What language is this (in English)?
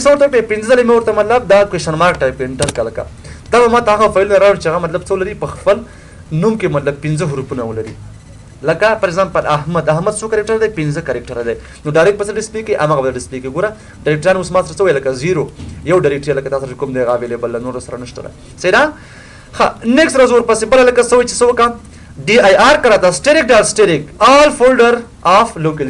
Pashto